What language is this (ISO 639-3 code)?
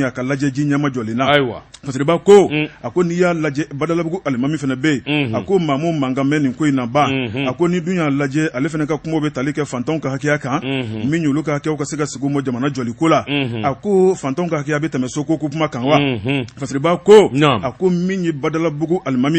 bam